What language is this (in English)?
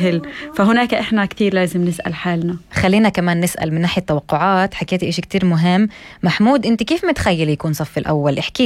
North Levantine Arabic